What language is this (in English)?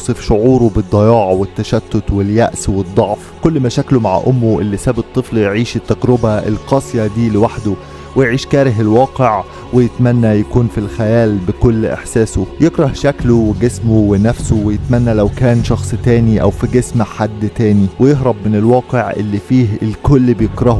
Egyptian Arabic